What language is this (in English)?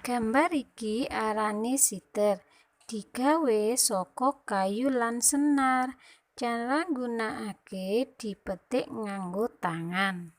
Javanese